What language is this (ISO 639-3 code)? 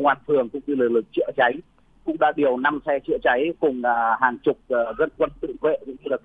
vie